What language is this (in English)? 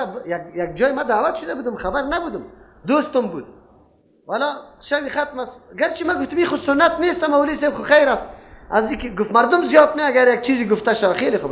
Persian